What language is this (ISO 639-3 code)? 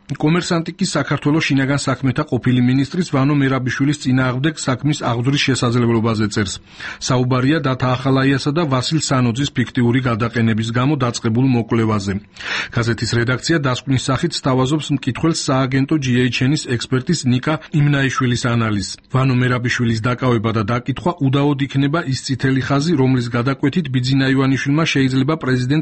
kat